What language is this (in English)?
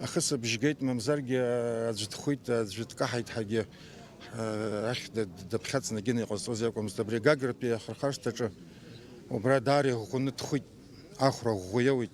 Abkhazian